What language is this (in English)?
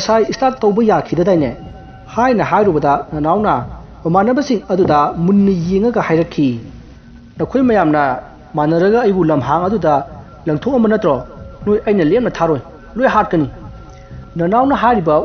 Manipuri